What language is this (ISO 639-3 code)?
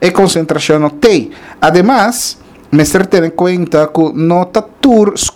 pap